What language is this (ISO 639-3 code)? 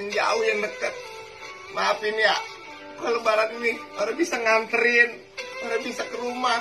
bew